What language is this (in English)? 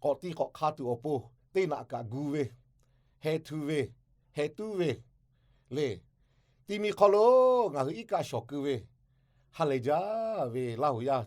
Lahu